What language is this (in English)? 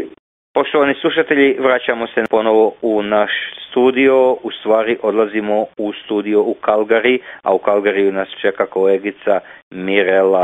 Croatian